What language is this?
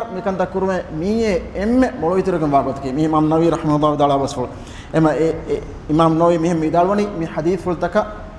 Divehi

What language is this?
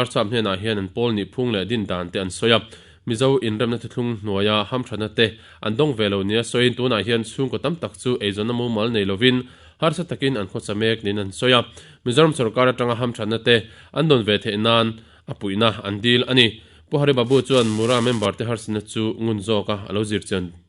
Mizo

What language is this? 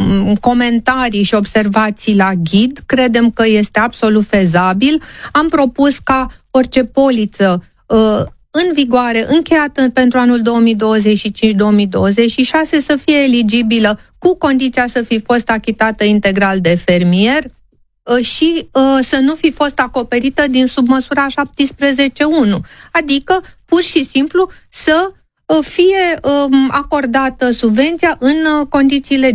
Romanian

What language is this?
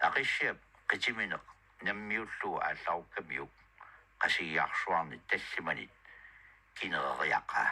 Kalaallisut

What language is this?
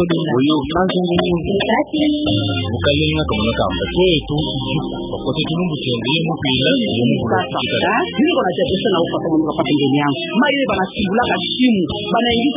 Swahili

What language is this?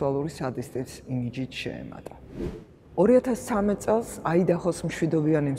Georgian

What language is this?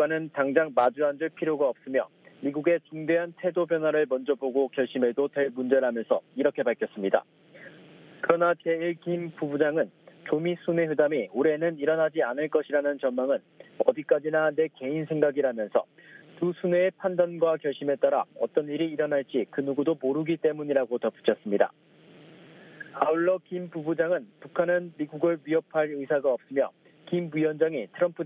Korean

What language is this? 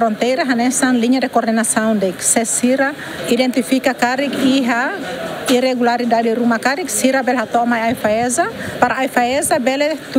Tetum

